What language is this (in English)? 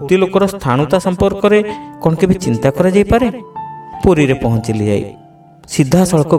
Odia